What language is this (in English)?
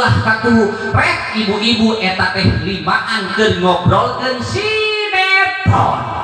Sundanese